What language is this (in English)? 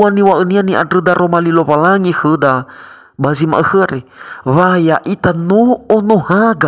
Nias